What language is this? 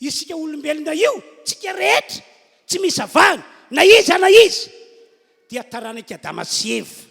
Malagasy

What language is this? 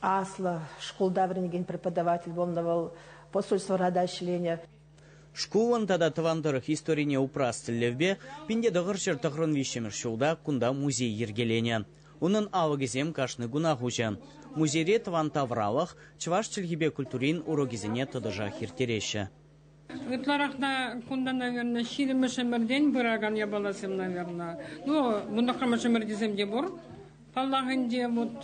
Chuvash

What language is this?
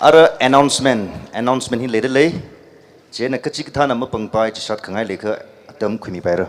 Tangkhul Naga (India)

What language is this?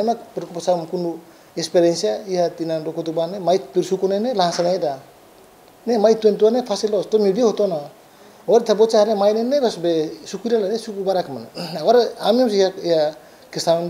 Tetum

